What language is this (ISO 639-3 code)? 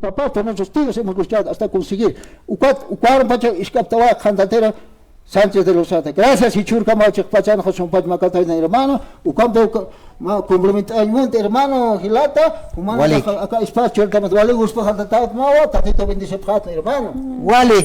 aym